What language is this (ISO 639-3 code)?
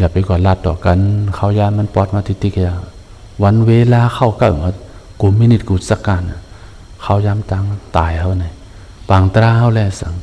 shn